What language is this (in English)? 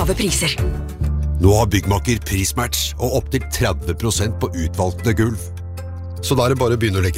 Norwegian